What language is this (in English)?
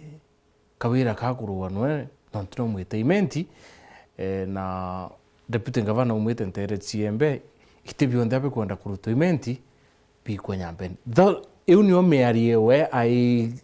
Meru